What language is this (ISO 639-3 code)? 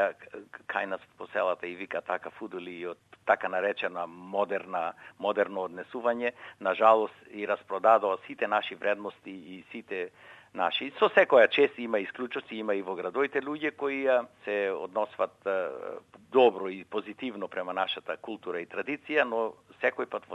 mkd